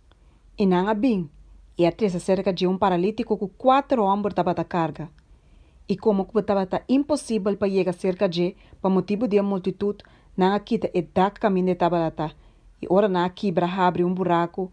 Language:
Papiamento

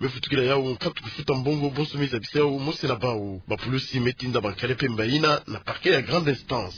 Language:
Kituba (Democratic Republic of Congo)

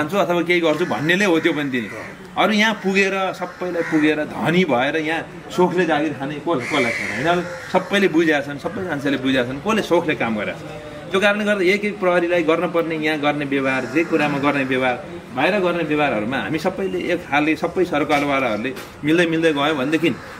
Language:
Nepali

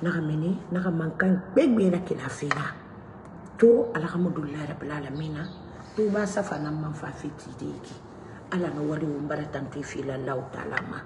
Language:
Mandingo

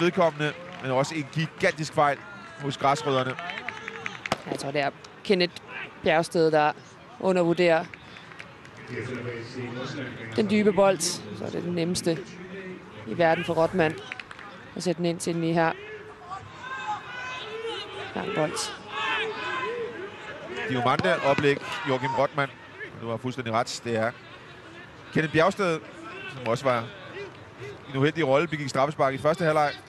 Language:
Danish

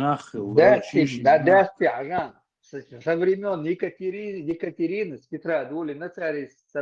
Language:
Chechen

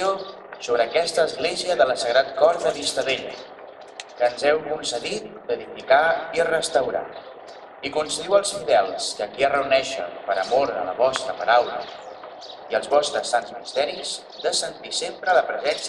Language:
Catalan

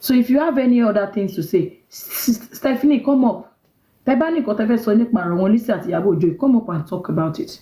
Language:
Yoruba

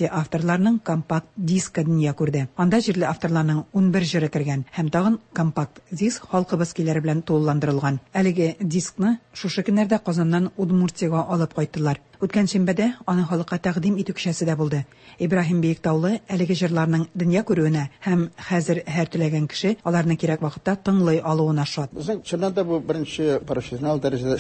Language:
Tatar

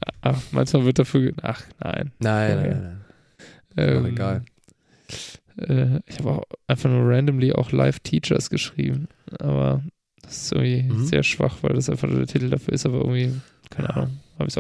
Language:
German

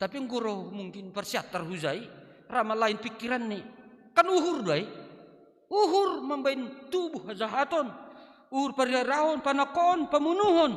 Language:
Batak Simalungun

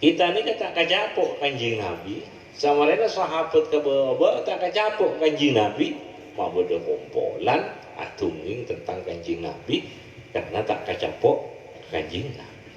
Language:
Madurese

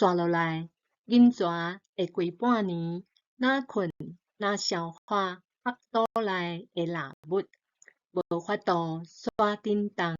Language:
Min Nan Chinese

